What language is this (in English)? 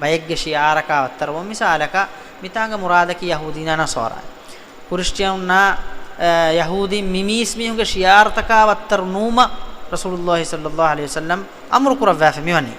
Divehi